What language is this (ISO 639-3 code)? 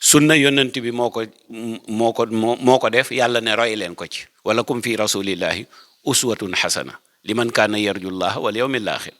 wol